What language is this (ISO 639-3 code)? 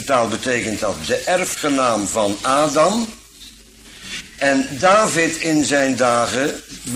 nld